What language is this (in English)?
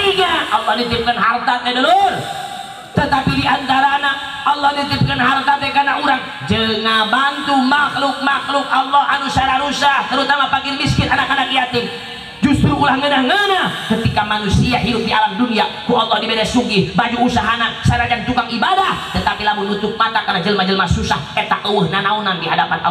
Sundanese